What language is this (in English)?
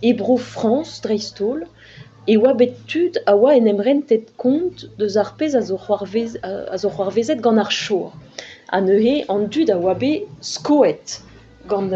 Breton